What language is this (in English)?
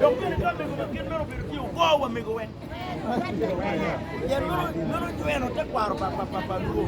Acoli